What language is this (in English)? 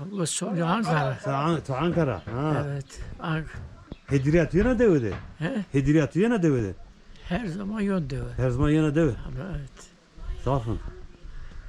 Zaza